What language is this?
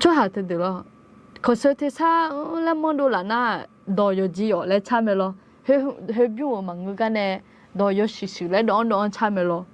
Akha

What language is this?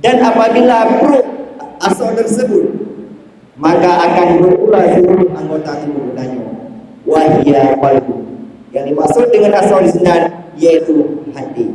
Achinese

